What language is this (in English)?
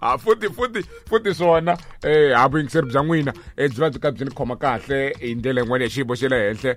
Tsonga